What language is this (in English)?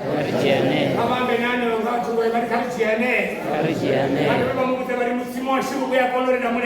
Venda